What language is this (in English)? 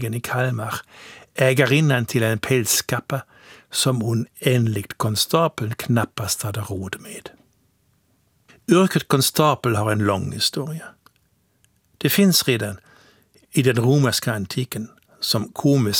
Swedish